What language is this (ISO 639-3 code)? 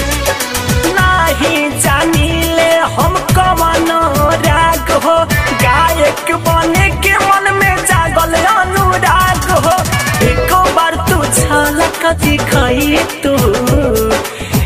bho